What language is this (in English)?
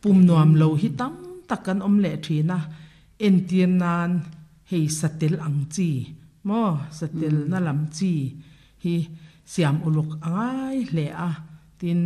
Mizo